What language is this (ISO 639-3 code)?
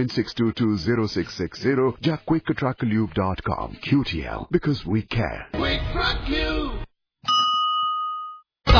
pan